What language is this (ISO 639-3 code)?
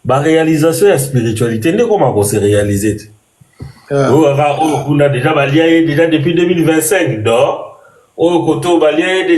lin